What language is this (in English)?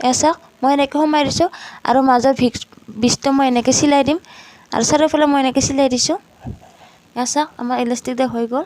Assamese